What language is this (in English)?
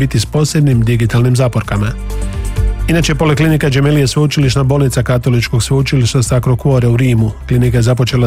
Croatian